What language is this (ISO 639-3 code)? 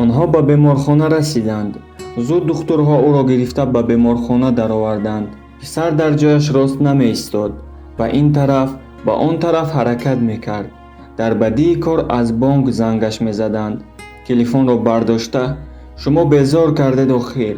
tgk